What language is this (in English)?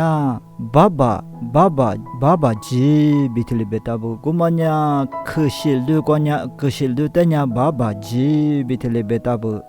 Lisu